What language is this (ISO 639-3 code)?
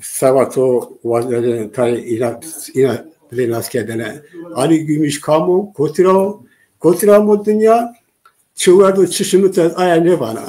zza